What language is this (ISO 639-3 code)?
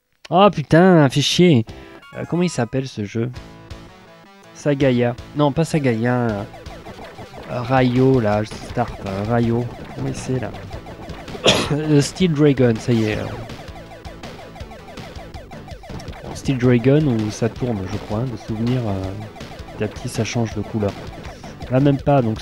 fra